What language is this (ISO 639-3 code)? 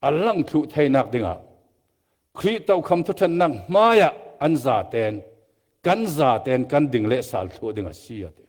cfm